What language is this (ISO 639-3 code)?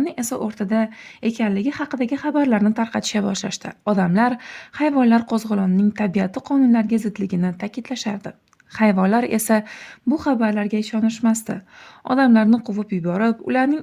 uzb